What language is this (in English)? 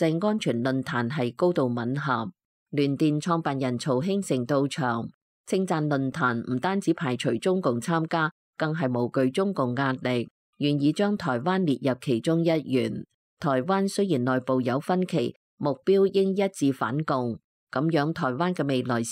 Cantonese